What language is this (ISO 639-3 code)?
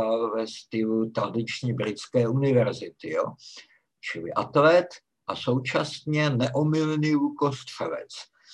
ces